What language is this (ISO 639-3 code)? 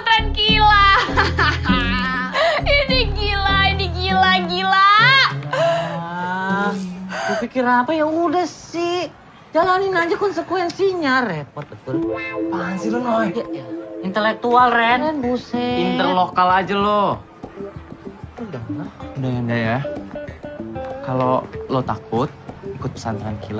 ind